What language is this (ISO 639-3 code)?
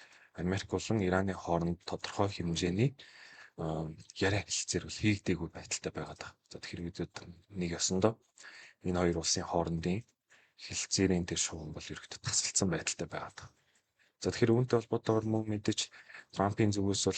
mon